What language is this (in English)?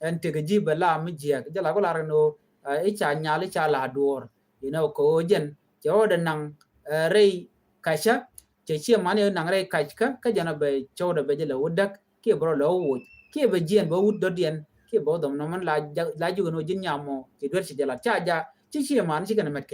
Nuer